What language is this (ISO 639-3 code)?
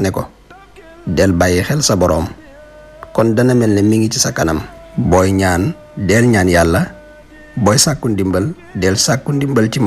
wol